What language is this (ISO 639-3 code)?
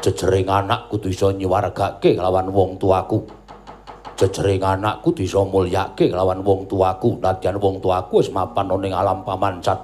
jav